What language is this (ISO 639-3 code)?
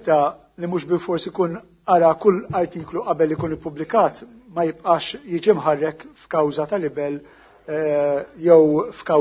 mlt